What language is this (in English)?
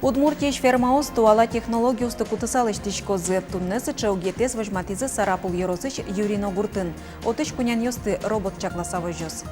Udmurt